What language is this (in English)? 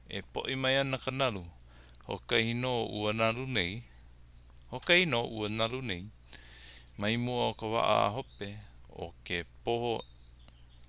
Hawaiian